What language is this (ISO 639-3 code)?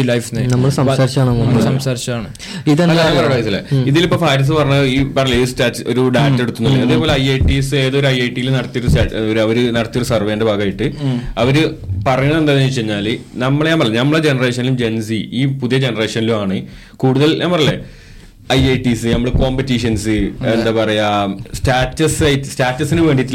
mal